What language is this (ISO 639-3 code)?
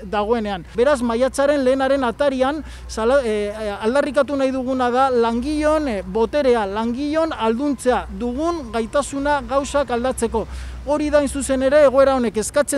eus